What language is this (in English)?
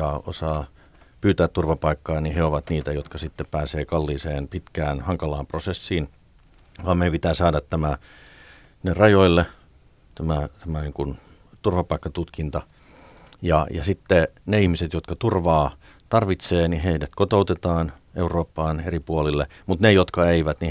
Finnish